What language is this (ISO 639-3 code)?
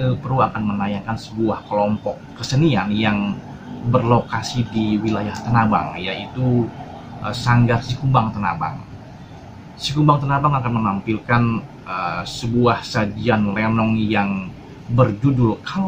bew